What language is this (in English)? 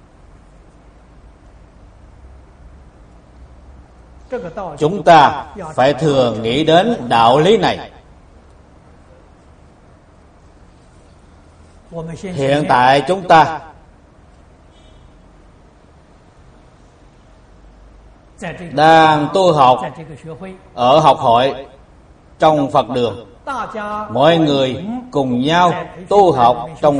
Vietnamese